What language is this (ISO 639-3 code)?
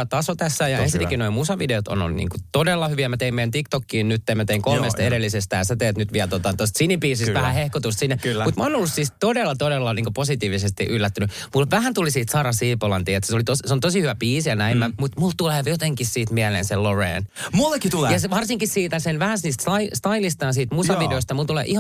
fin